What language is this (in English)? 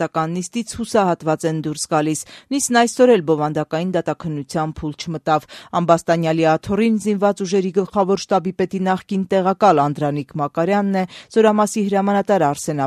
Armenian